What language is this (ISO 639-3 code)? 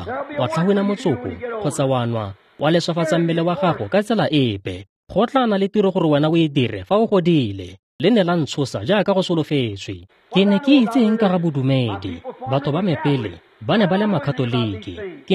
tsn